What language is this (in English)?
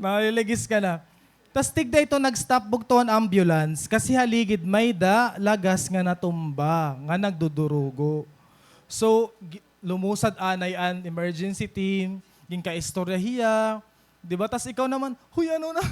Waray